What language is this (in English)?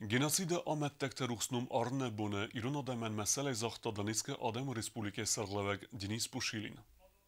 Ossetic